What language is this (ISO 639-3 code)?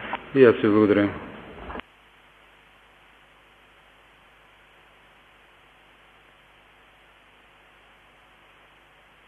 bul